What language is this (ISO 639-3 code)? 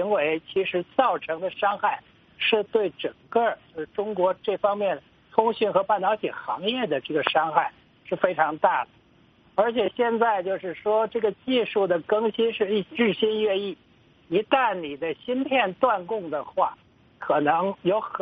zho